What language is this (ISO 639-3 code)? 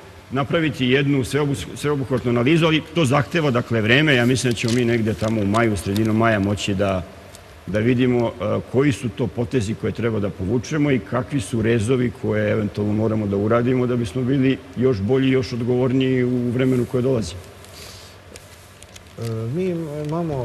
srp